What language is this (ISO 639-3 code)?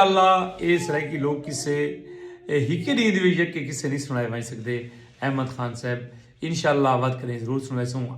skr